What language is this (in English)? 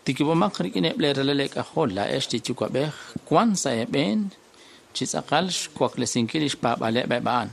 Kekchí